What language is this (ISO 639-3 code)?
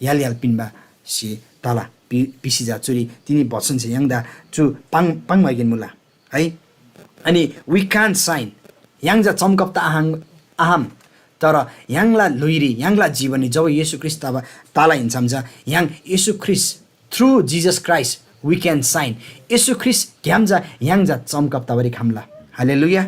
taj